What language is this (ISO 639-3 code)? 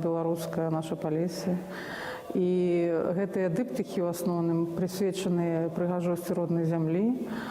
bel